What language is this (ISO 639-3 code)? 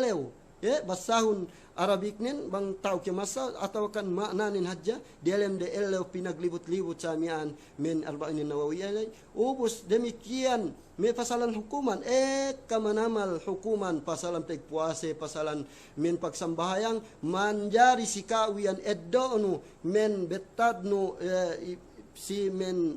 yka